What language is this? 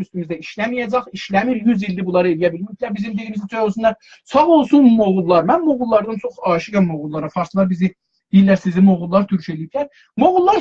South Azerbaijani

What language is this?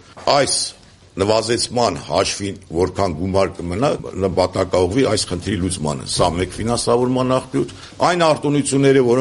Armenian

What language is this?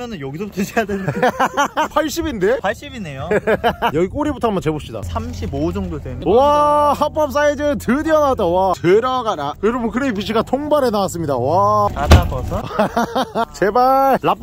Korean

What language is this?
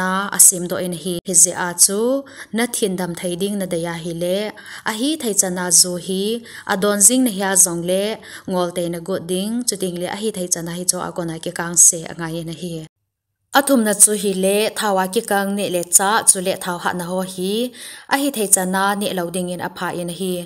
Thado Chin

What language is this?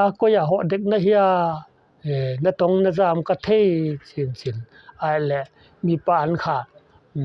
Paite Chin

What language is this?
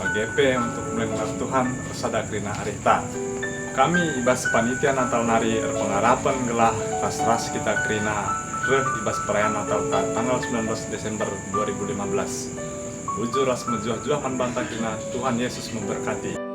Batak Karo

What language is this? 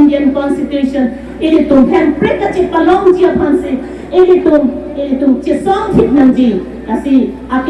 Karbi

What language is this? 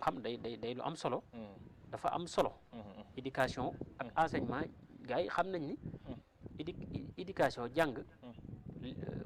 Wolof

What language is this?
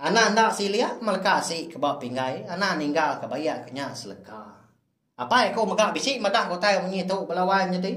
Iban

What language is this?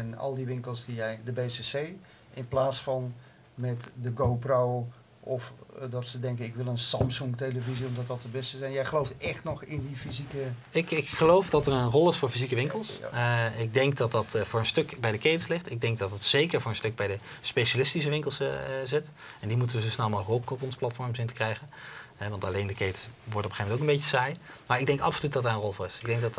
Dutch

